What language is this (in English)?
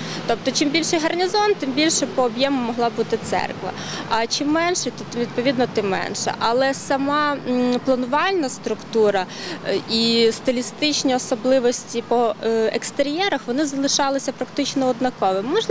Ukrainian